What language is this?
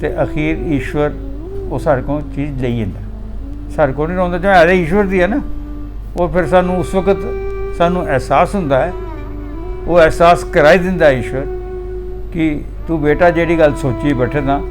Dogri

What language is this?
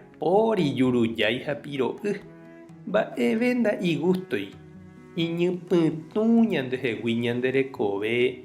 Guarani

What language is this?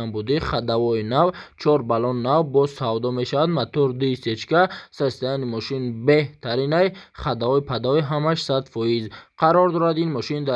Tajik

